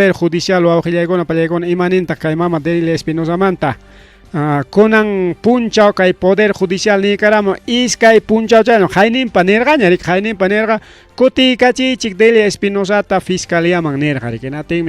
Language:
Ayacucho Quechua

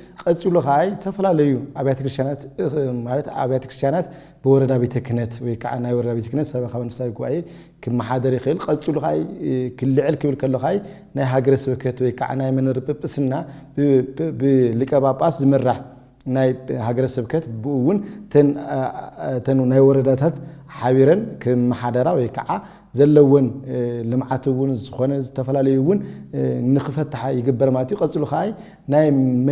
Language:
Tigrinya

